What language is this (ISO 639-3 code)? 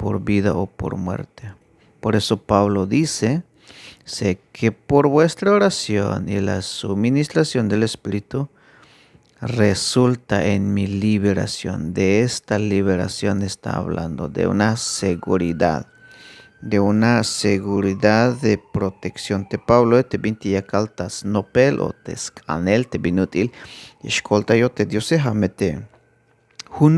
tzh